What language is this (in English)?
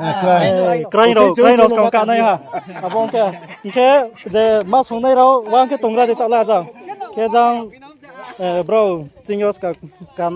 Riang (India)